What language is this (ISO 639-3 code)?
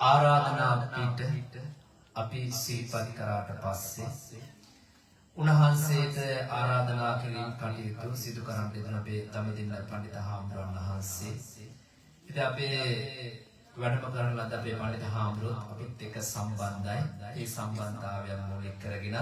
sin